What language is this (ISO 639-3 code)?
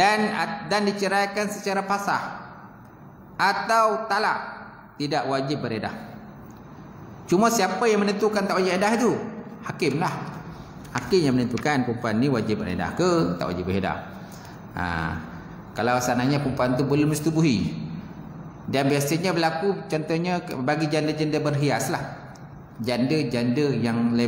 msa